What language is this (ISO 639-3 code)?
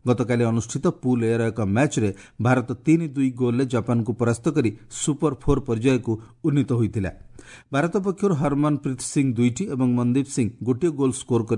ori